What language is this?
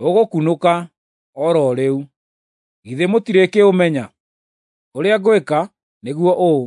Kikuyu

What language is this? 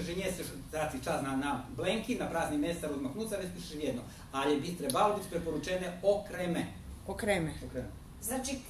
Rusyn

